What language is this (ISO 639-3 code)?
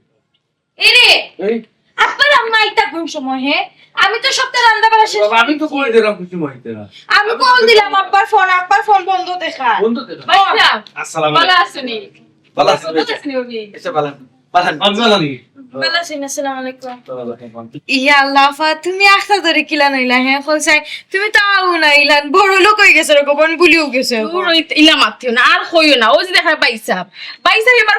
syl